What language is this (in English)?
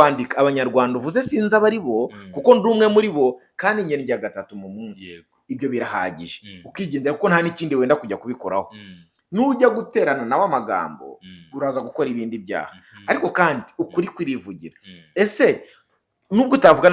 Kinyarwanda